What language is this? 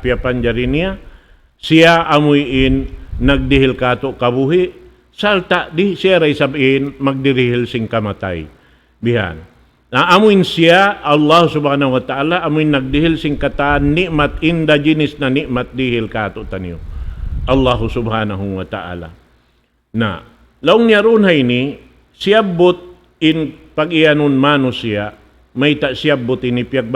Tausug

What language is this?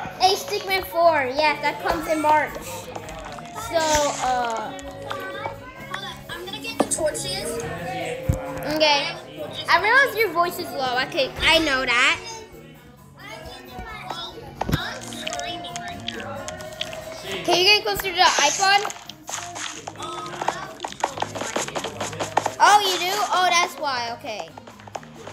English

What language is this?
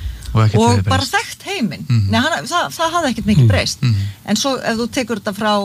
Icelandic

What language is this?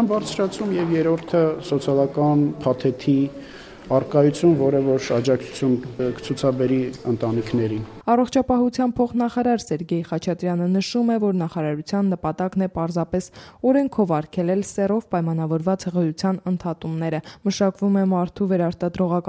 Armenian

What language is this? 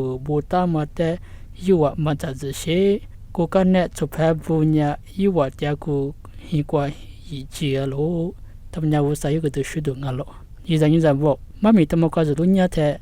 Lisu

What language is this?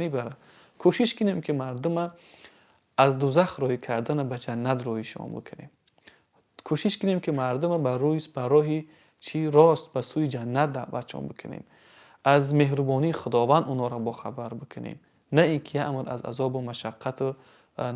Tajik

